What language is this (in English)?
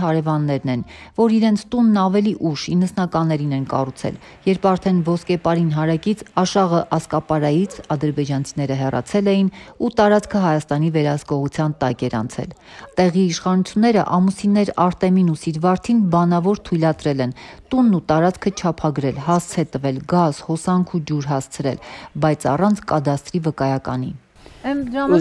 Armenian